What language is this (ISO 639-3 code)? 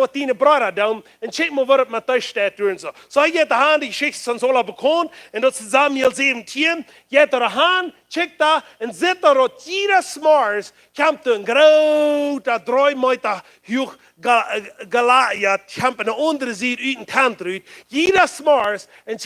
pdt